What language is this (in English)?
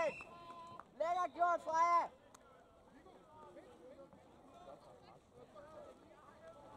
Danish